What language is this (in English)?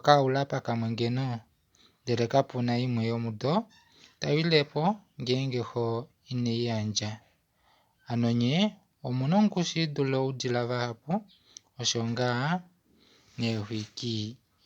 Kuanyama